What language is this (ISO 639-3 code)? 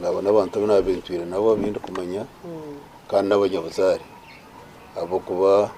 nyn